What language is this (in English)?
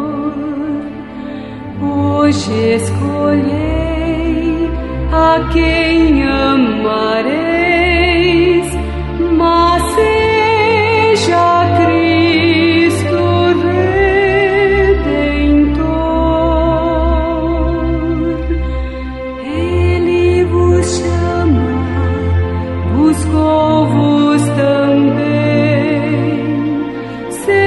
Portuguese